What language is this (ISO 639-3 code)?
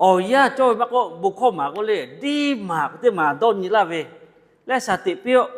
lhu